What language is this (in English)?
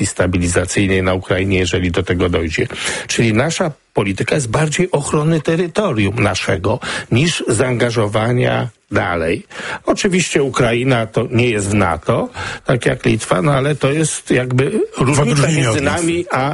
Polish